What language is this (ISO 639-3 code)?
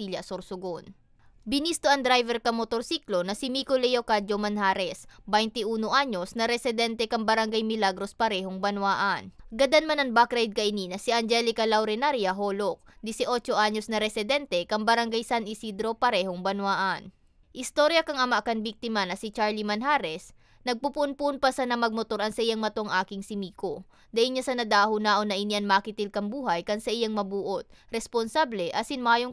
bik